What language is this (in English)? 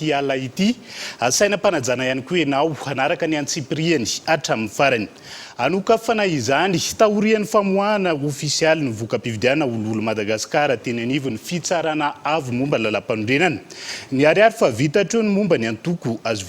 Malagasy